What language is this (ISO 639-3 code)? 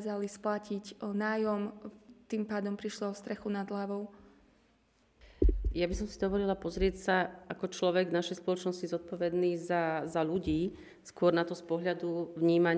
slk